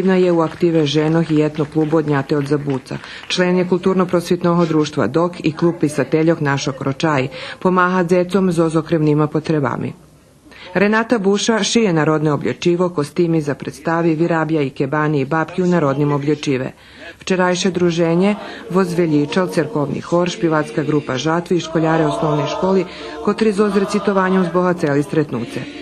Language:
Rusyn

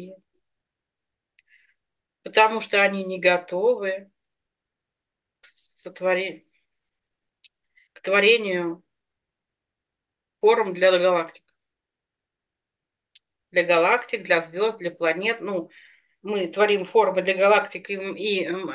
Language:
Russian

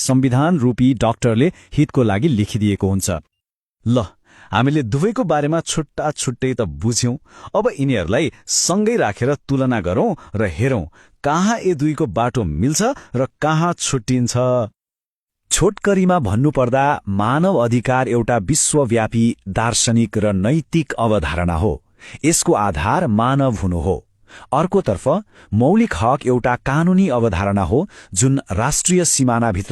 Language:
Nepali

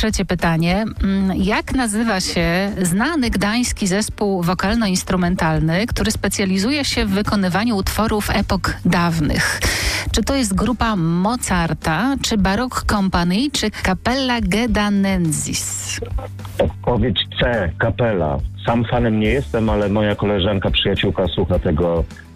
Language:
Polish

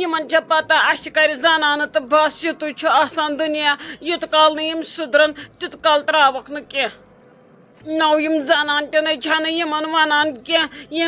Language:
Kashmiri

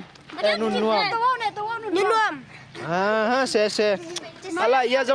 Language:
Tedim Chin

